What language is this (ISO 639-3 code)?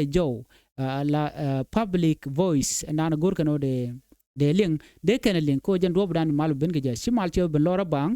nus